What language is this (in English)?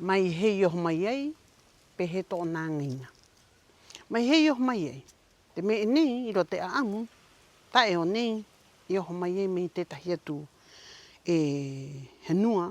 Rapanui